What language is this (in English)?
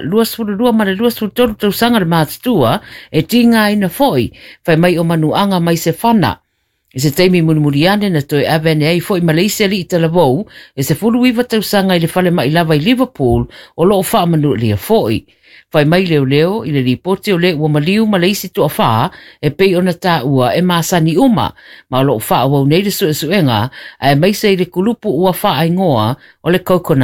Samoan